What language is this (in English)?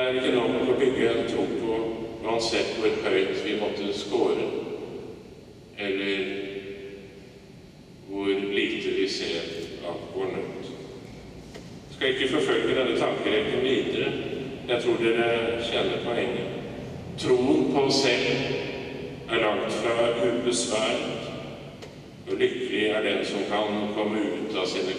Norwegian